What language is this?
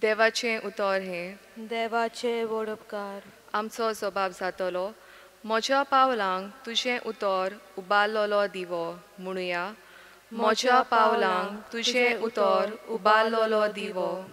Konkani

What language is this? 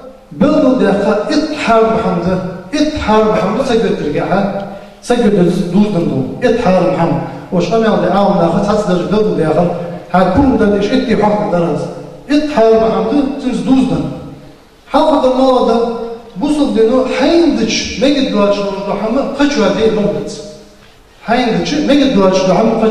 Ingush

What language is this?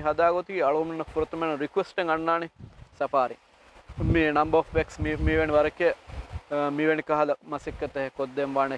Divehi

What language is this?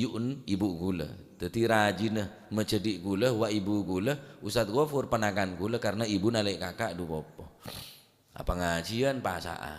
Madurese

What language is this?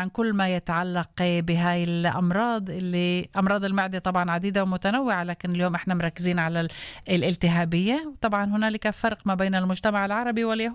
North Levantine Arabic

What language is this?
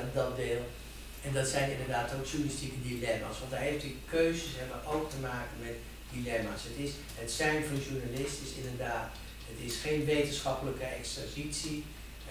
Dutch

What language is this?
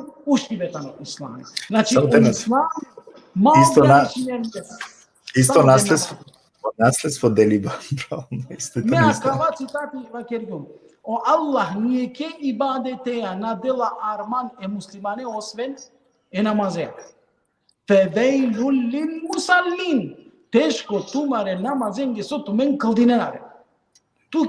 Balkan Romani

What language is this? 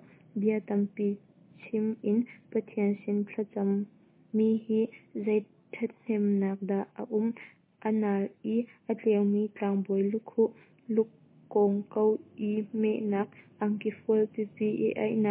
Hakha Chin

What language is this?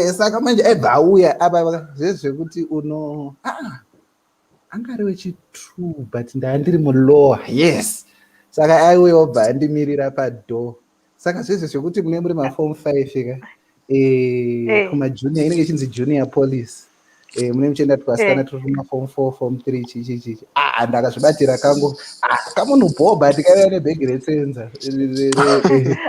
Shona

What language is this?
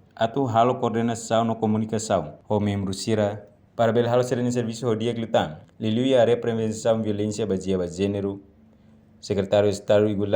Tetum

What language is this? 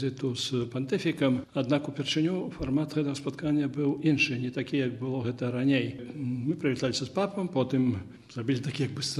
Belarusian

